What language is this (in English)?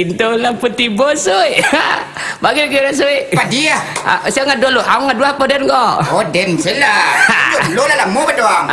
Minangkabau